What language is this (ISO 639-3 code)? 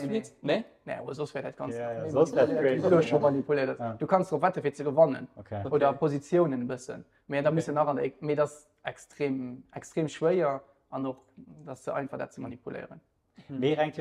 ltz